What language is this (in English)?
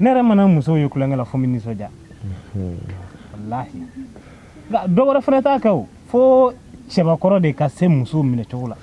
Bambara